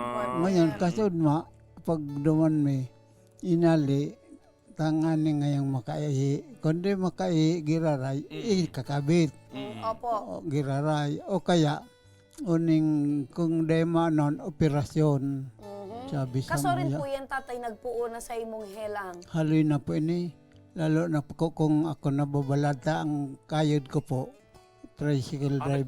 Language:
Bikol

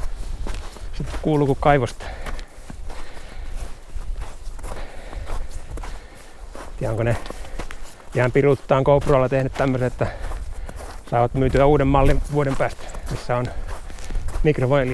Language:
Finnish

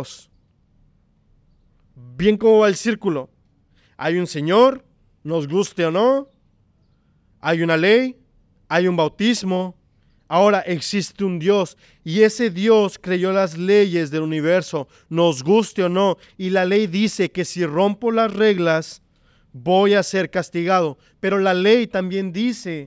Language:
Spanish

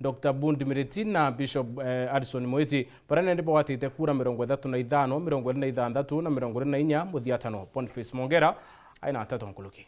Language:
Meru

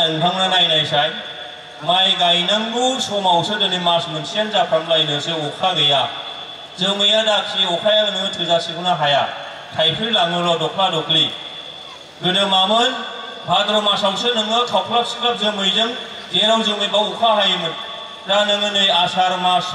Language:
Bodo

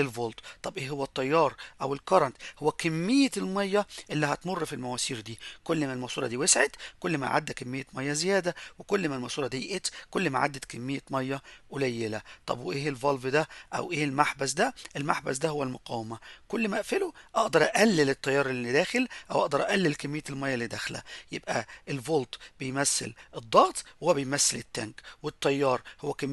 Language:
Egyptian Arabic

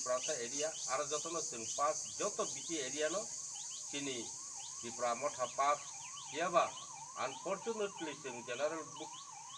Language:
Kok Borok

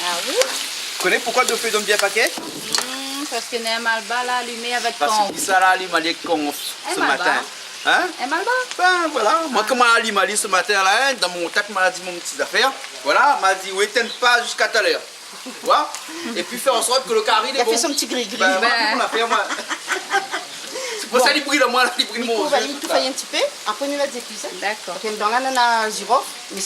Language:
Réunion Creole French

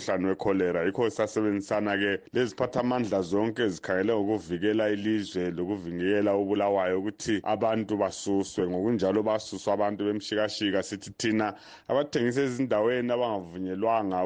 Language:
North Ndebele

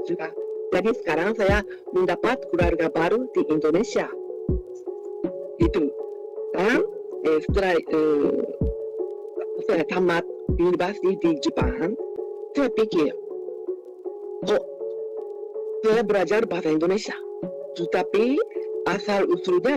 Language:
Indonesian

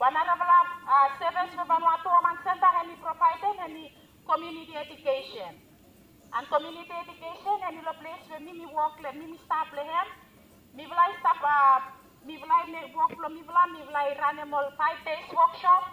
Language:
Bislama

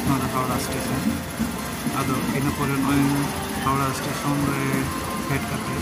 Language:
Santali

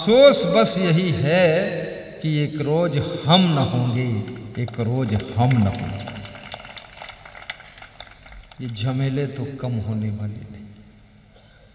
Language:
Hindi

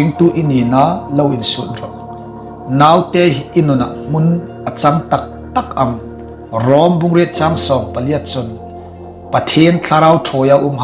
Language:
Hmar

